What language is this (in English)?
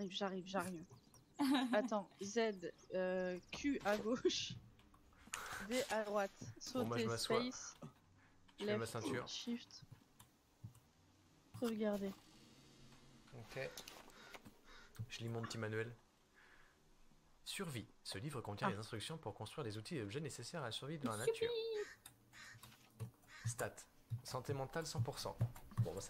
French